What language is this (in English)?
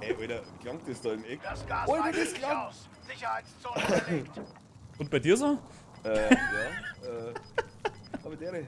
Bavarian